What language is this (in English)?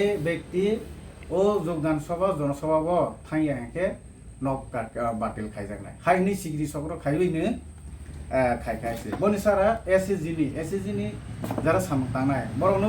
Kok Borok